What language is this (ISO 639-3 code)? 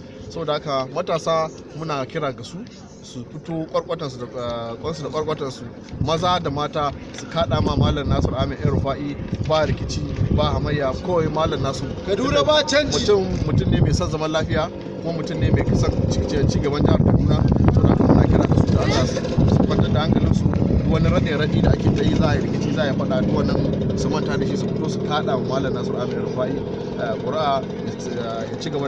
hau